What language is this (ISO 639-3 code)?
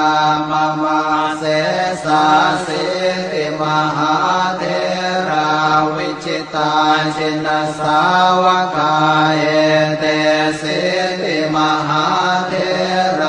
pli